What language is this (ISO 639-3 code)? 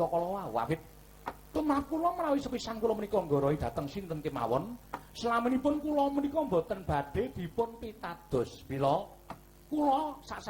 jav